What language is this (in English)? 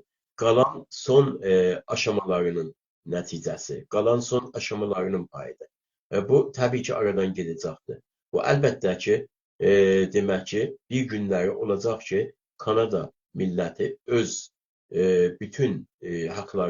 South Azerbaijani